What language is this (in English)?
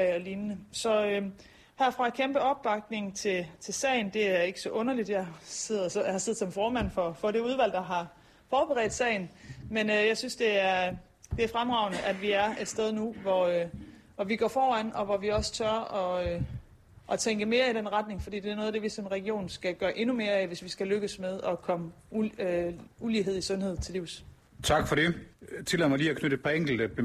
Danish